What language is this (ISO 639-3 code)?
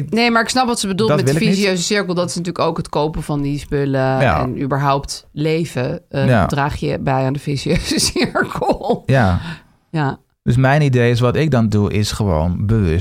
nld